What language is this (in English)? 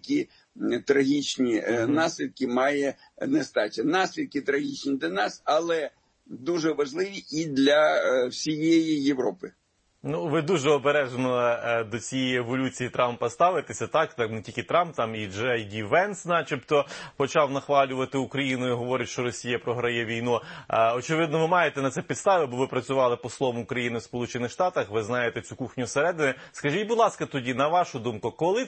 Ukrainian